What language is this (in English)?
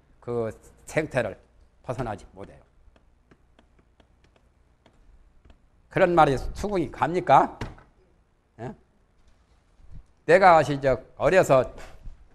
Korean